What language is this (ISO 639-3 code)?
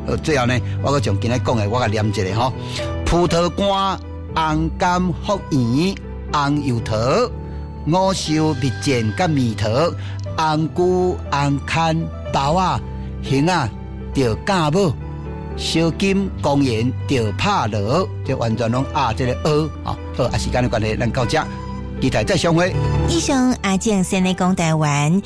nan